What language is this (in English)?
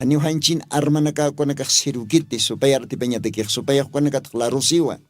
Aymara